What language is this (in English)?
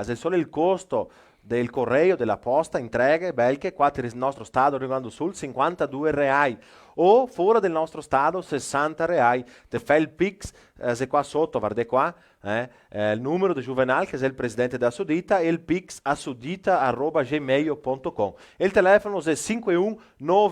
Venetian